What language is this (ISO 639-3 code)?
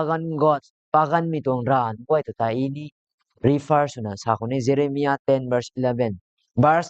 nbu